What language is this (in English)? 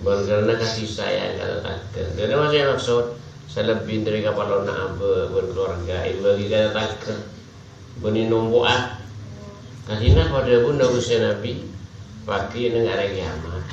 Madurese